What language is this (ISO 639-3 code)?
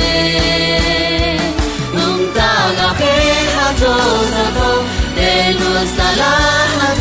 ahk